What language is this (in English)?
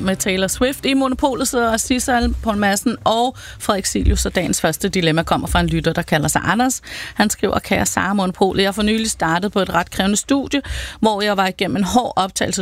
Danish